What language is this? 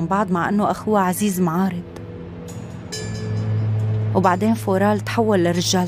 North Levantine Arabic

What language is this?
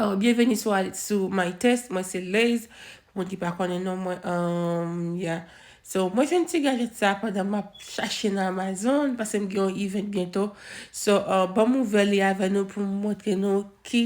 Haitian Creole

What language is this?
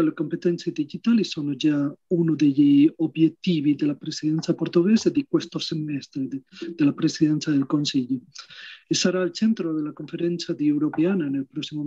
Italian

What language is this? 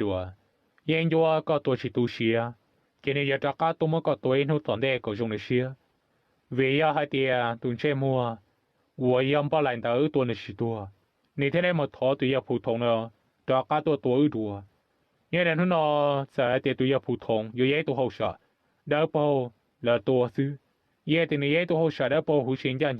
Hmong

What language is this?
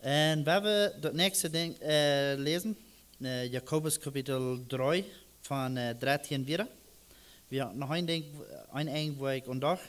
Plautdietsch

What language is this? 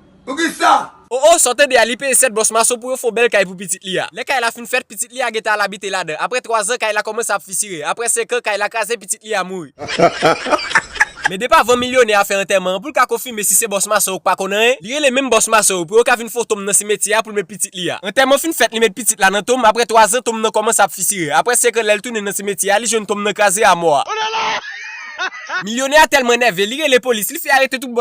Haitian Creole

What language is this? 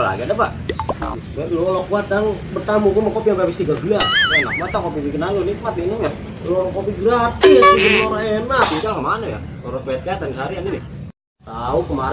Betawi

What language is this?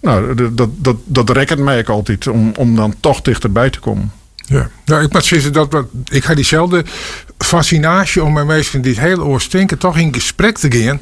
Western Frisian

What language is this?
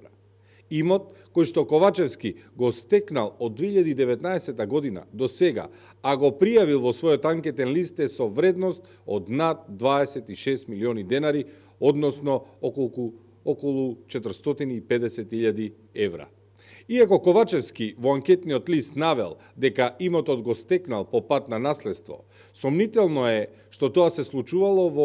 Macedonian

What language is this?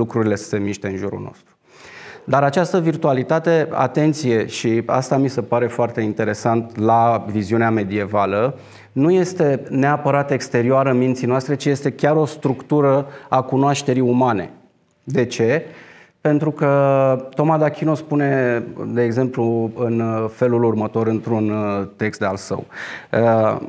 Romanian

